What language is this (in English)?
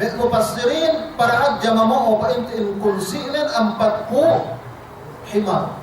Yakan